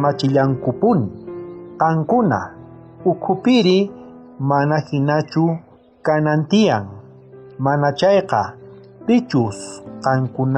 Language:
South Bolivian Quechua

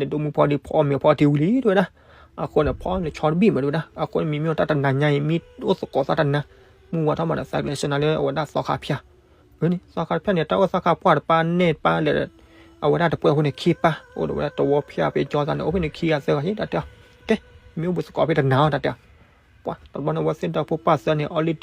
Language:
S'gaw Karen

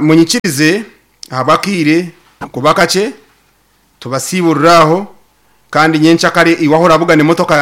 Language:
Nyankole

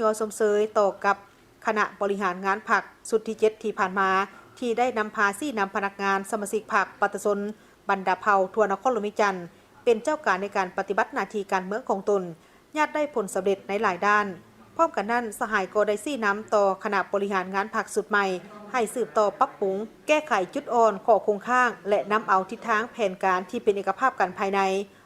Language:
Lao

